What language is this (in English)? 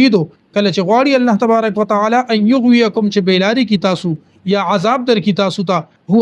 Pashto